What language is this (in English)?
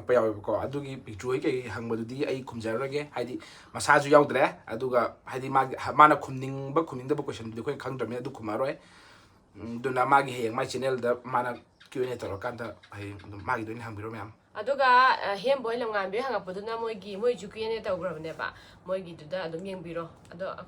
Manipuri